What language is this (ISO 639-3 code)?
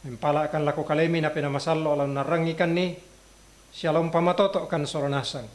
sda